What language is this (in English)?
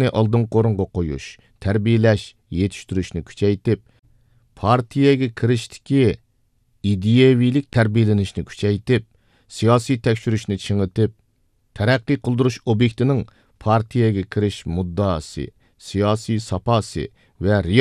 Uyghur